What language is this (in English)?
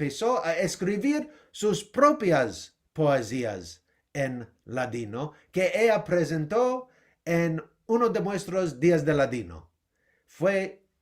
Ladino